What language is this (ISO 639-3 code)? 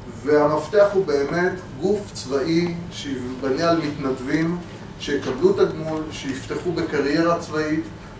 heb